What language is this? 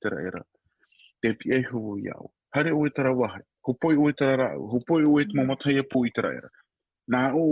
Tahitian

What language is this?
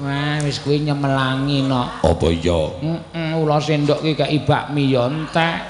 Javanese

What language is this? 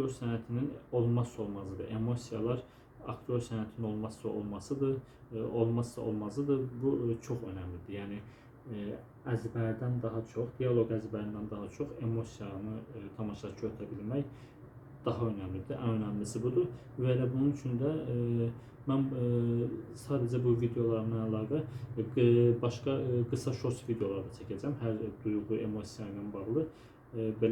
Azerbaijani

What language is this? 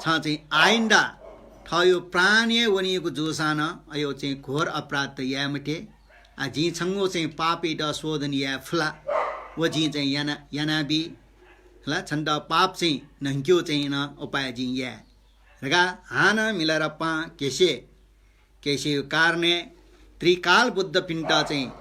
Newari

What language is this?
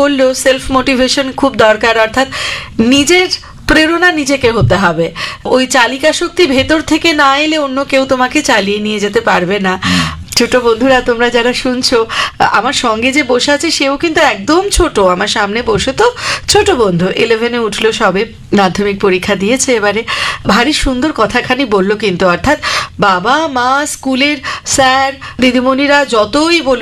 Bangla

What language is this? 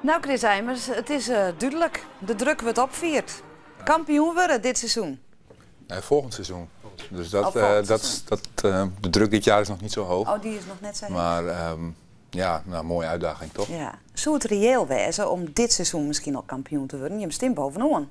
Western Frisian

